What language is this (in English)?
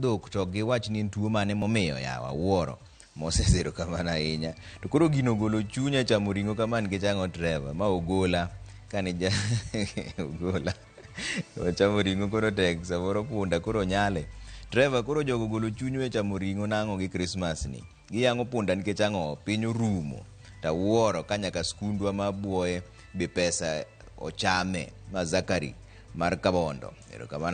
Luo (Kenya and Tanzania)